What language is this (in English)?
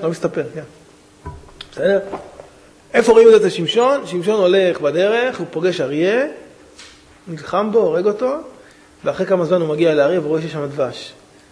Hebrew